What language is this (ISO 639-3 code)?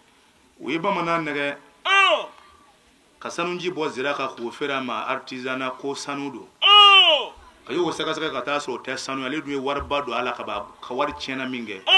bam